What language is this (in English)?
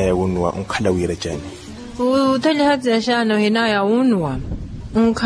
Makhuwa